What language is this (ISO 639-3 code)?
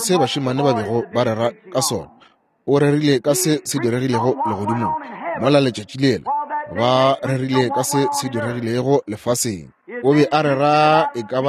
nso